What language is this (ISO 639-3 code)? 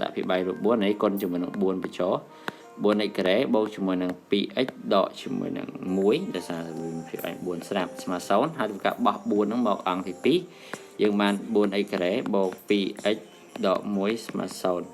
khm